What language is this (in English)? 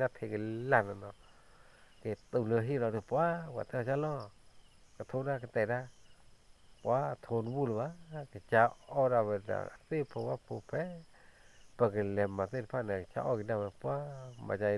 S'gaw Karen